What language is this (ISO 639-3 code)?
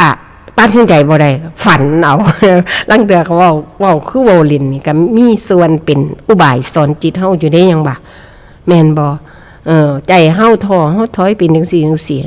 tts